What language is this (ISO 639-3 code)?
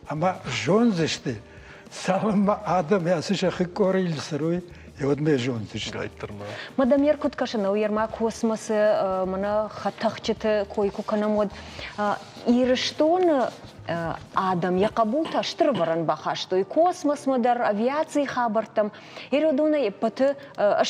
oss